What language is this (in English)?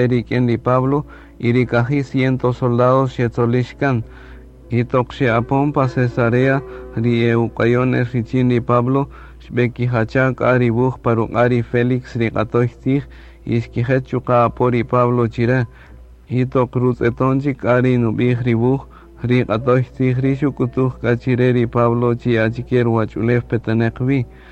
Kaqchikel